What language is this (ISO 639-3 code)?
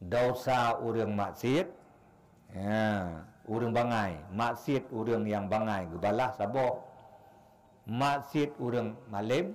ace